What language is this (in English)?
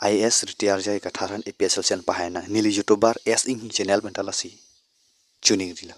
Karbi